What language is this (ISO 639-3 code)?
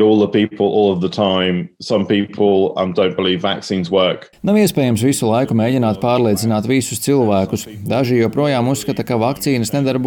lav